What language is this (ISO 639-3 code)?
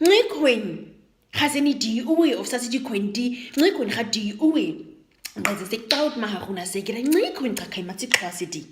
naq